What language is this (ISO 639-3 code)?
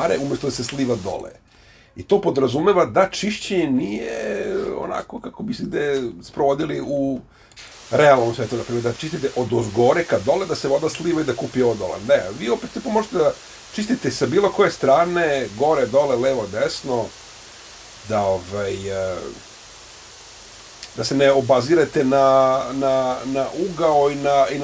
srp